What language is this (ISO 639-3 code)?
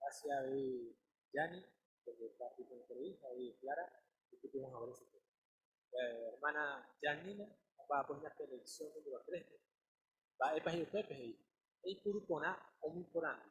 grn